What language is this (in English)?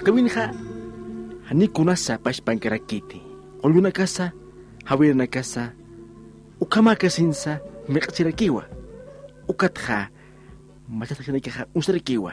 Aymara